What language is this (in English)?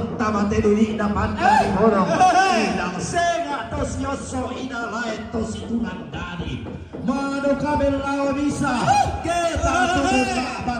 Toraja-Sa'dan